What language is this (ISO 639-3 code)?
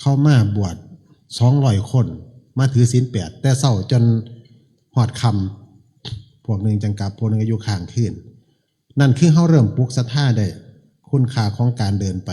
tts